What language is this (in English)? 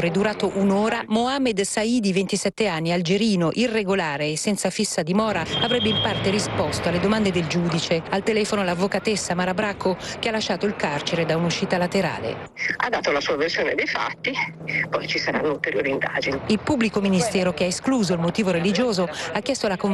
Italian